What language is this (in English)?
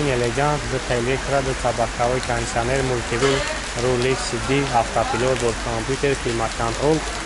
Tajik